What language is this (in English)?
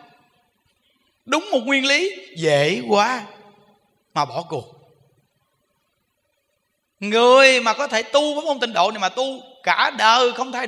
Vietnamese